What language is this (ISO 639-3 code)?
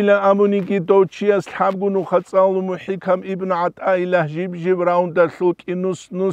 ava